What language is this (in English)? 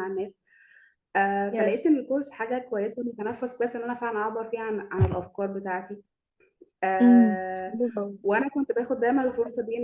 Egyptian Arabic